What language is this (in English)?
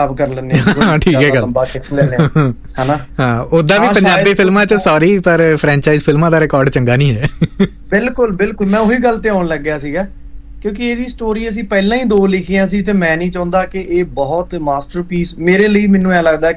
Punjabi